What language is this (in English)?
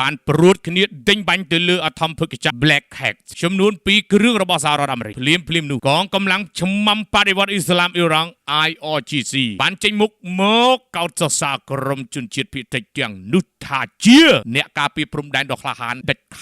Khmer